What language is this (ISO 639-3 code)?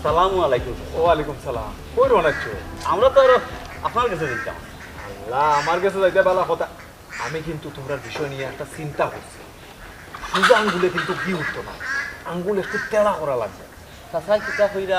syl